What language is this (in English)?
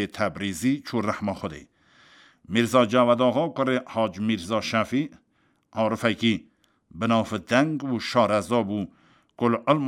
Kurdish